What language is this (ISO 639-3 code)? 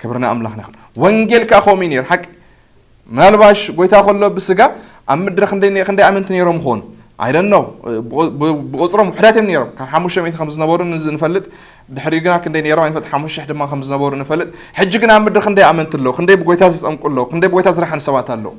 tir